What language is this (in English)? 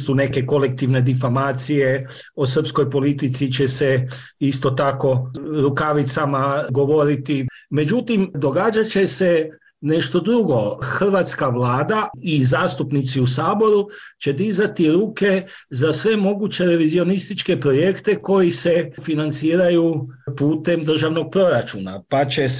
Croatian